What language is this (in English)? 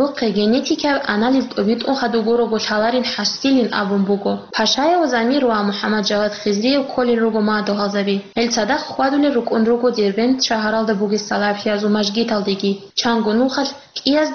Avaric